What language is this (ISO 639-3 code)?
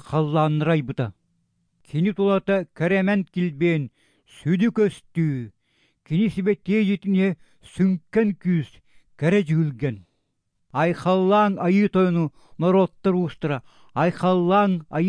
sah